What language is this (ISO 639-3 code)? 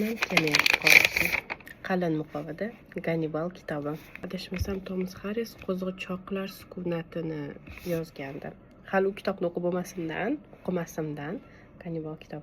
uzb